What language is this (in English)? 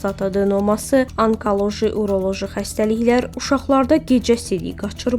Azerbaijani